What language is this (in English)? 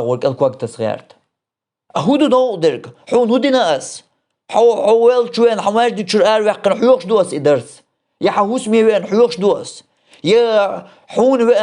Chechen